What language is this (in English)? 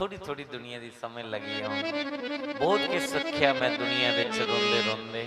Dogri